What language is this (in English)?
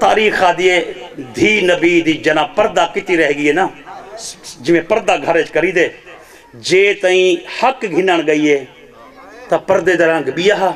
Saraiki